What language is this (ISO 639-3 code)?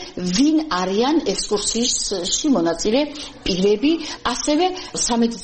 kat